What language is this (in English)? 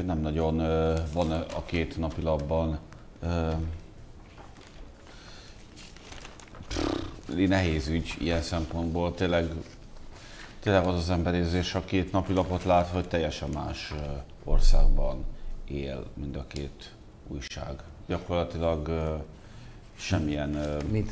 Hungarian